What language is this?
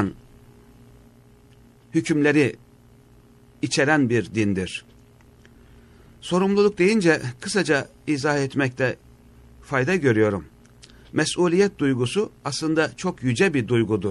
Turkish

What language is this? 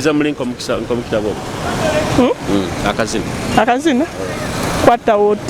Tooro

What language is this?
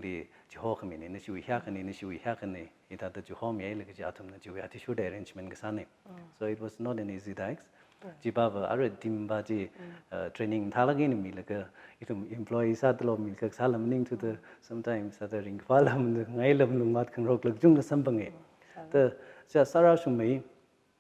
Tangkhul Naga (India)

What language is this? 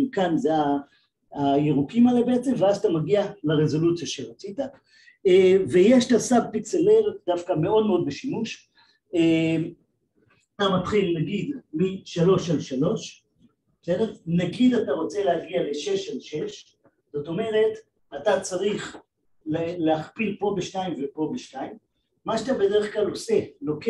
Hebrew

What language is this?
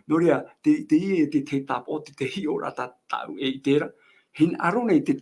Tahitian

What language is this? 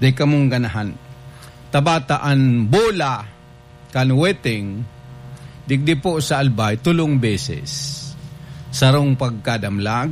Bikol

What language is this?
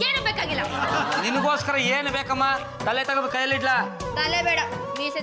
Kannada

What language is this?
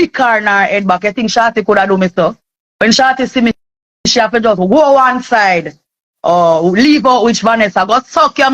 Jamaican Creole English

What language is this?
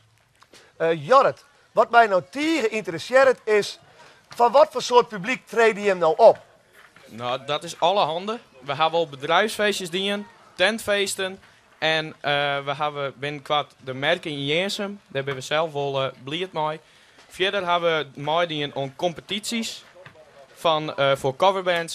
Western Frisian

